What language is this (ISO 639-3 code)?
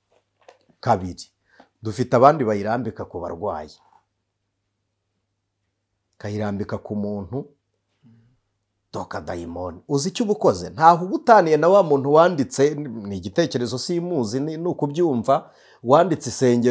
kin